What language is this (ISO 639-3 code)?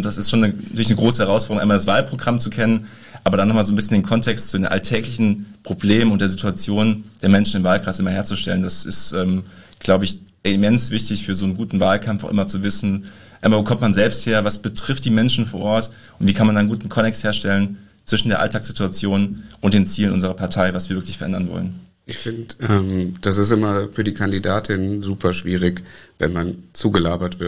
deu